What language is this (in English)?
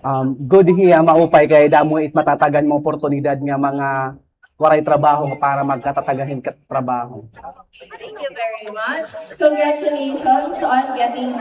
Waray